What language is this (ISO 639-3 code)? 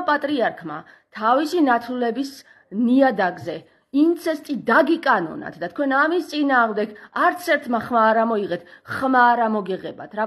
kat